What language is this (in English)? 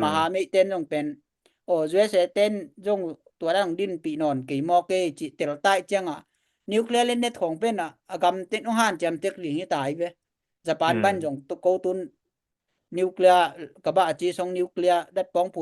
Tedim Chin